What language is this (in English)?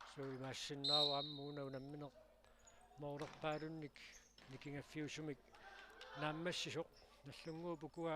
Kalaallisut